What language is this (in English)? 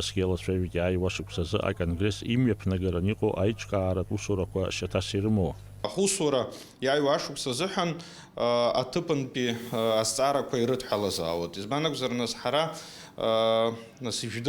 Abkhazian